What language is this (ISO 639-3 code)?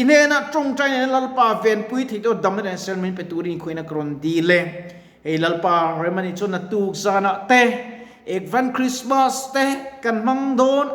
lus